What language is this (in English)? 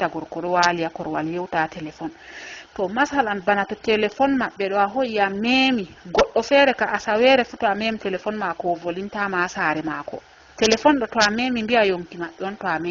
Fula